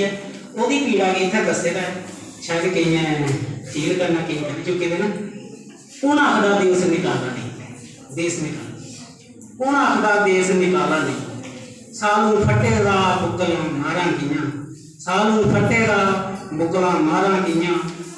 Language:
Dogri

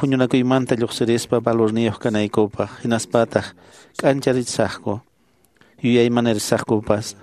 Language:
Quechua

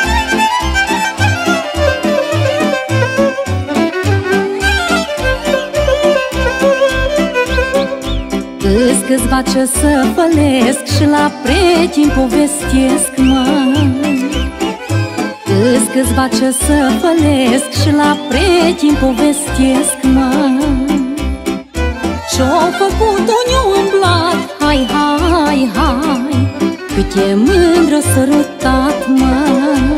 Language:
Romanian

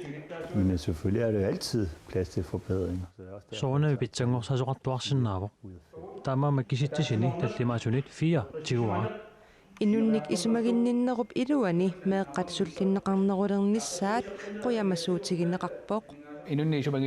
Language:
Kalaallisut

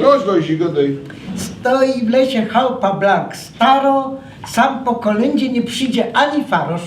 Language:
Silesian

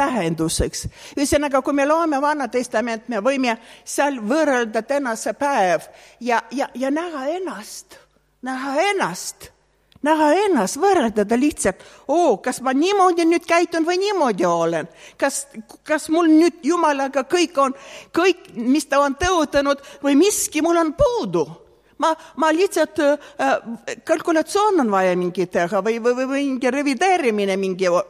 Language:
Estonian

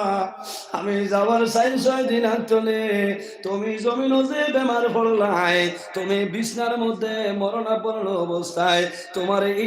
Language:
Sylheti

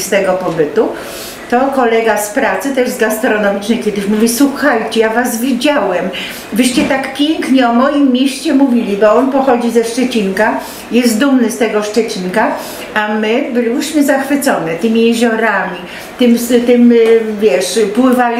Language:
Polish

